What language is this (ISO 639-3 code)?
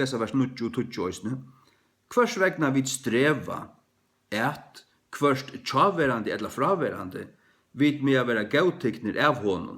fao